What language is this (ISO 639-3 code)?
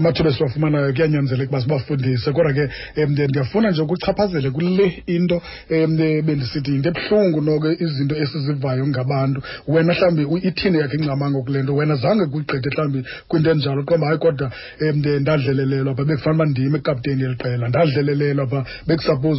xho